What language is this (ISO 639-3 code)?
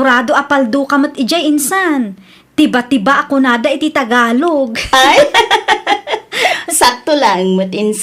ilo